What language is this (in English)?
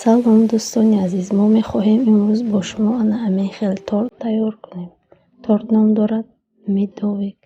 Tajik